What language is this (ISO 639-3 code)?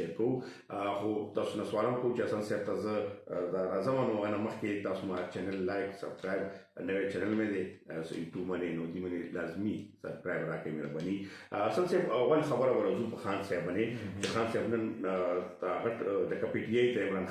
pus